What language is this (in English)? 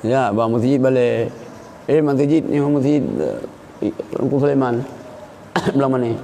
Achinese